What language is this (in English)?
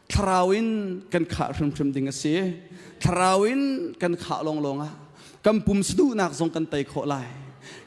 Hakha Chin